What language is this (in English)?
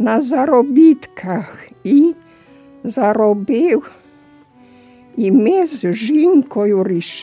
Ukrainian